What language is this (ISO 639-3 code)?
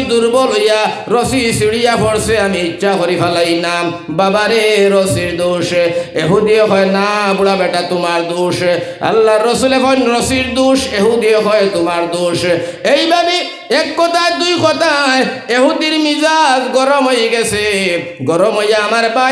syl